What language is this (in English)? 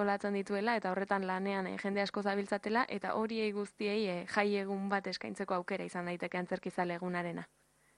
Basque